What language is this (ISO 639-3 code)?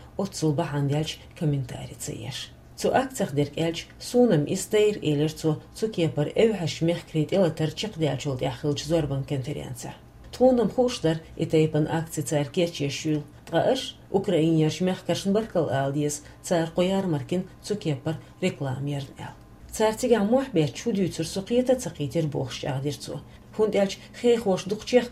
che